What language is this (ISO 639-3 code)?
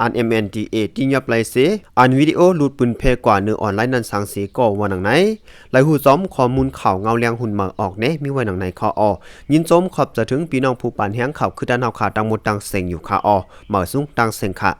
lao